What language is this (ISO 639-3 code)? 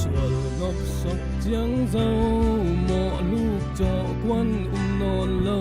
cfm